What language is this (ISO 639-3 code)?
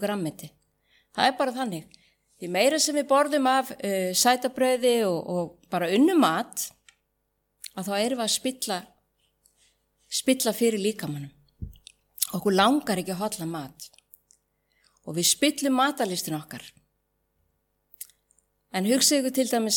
isl